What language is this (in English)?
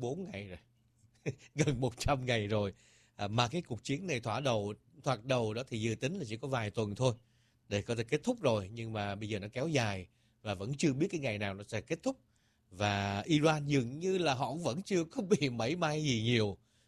Vietnamese